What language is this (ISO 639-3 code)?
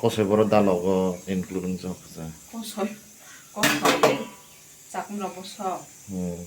trp